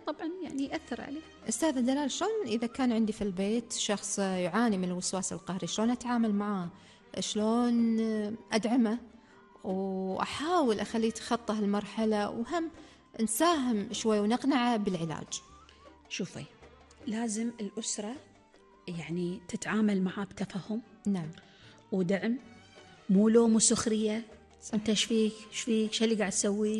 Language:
Gulf Arabic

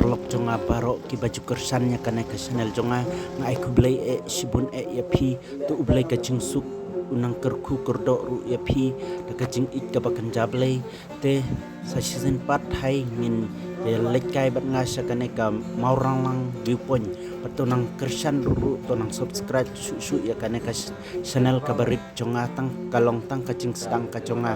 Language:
Khasi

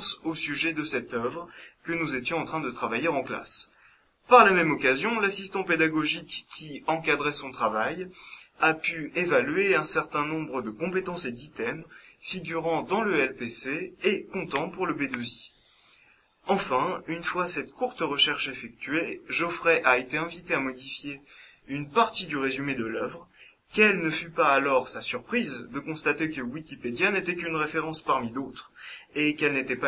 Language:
French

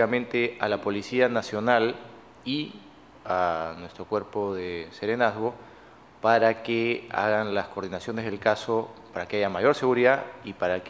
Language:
Spanish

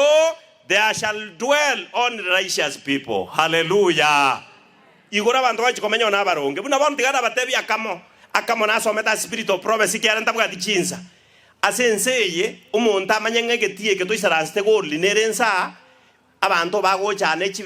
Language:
Gusii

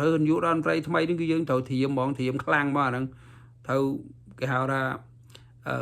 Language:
Khmer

